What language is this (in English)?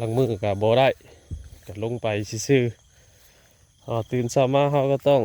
Northeastern Thai